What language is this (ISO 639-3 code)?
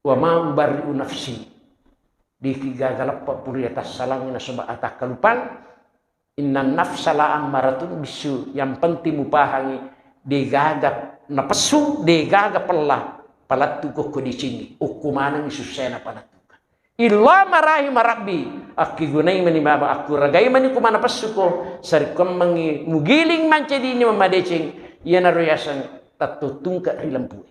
bug